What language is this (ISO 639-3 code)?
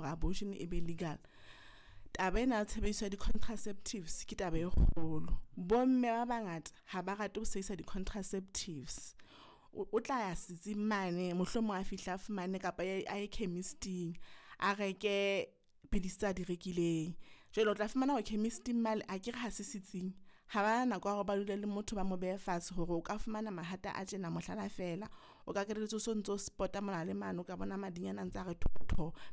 sot